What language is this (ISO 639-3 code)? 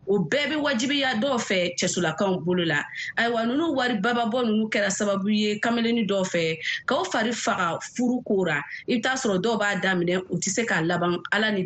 bam